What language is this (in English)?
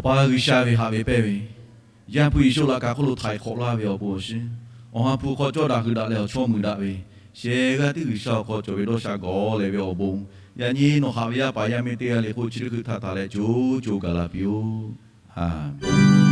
Lahu